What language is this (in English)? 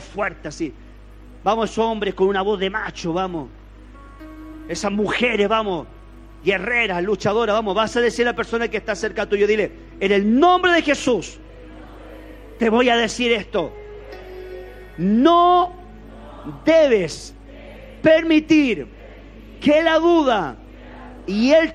Spanish